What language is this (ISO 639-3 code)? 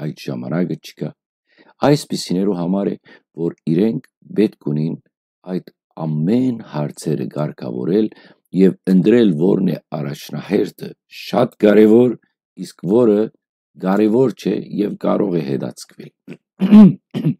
hyw